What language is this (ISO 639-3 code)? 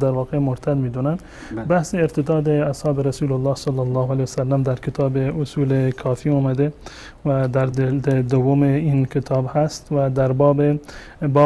fas